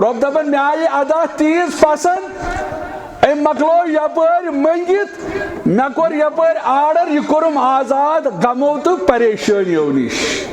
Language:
Kashmiri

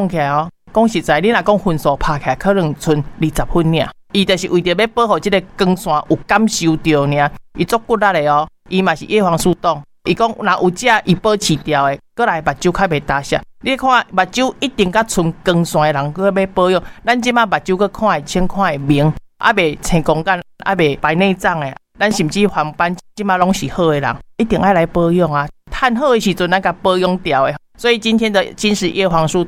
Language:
Min Nan Chinese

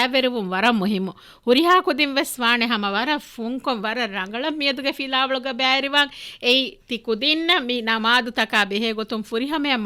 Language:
Divehi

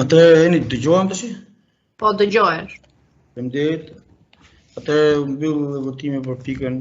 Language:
Albanian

